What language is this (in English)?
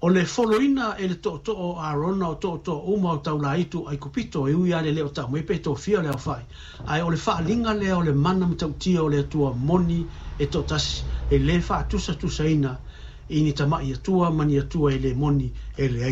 Samoan